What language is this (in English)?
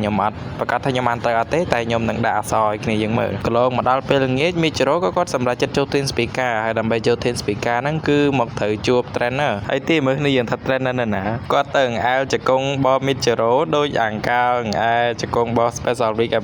Khmer